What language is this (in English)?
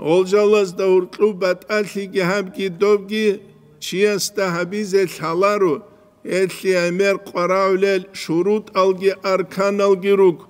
Avaric